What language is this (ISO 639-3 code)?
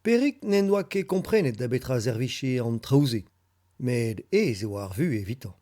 bre